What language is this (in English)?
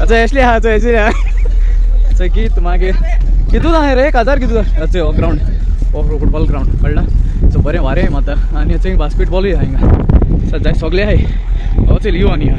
Konkani